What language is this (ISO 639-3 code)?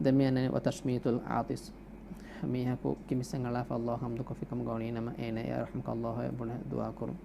div